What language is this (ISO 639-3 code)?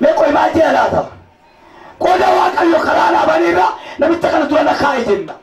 orm